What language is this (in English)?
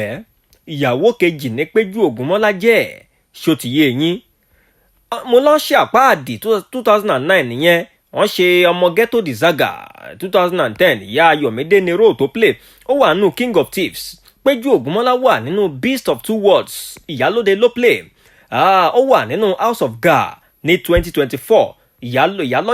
Yoruba